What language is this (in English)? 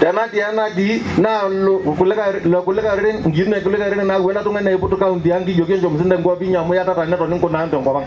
Masai